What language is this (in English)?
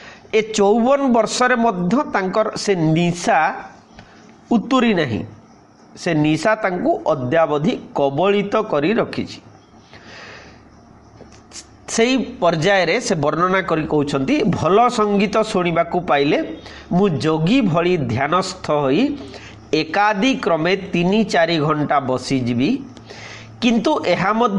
Odia